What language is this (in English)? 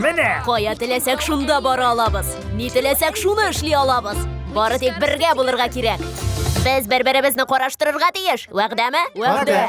Tatar